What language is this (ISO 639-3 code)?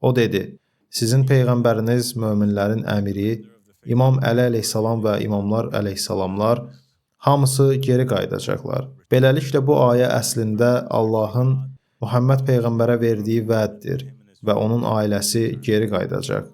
aze